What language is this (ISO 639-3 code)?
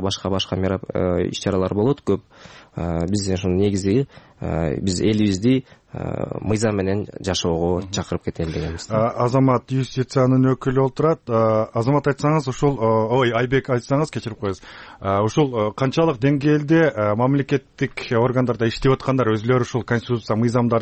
kir